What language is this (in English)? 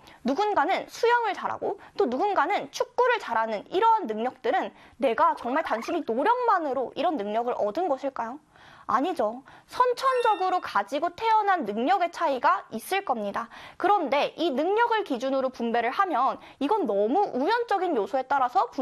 Korean